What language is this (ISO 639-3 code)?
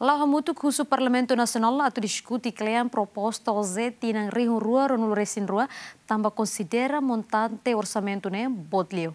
tet